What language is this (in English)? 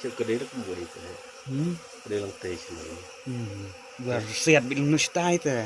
Khasi